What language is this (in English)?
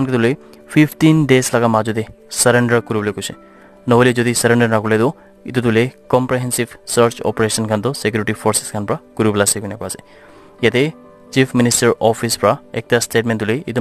Naga Pidgin